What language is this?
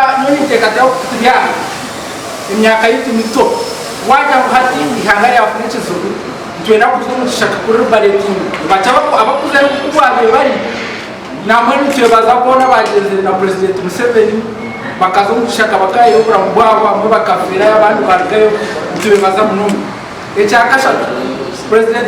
Nyankole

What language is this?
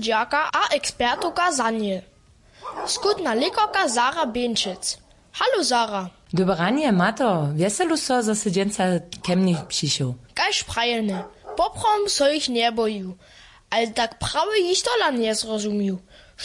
Upper Sorbian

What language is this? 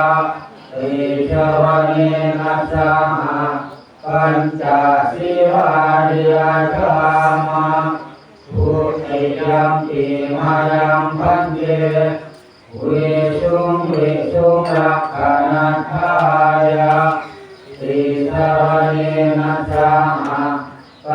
Pali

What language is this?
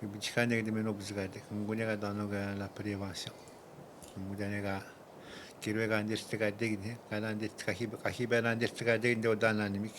Atikamekw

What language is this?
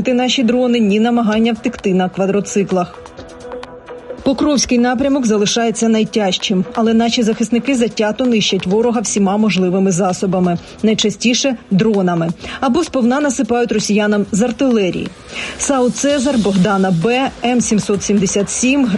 Ukrainian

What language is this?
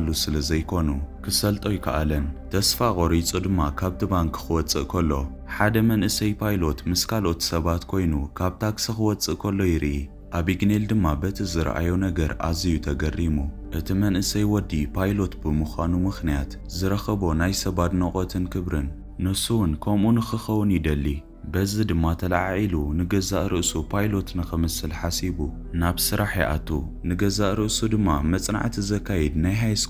Tigrinya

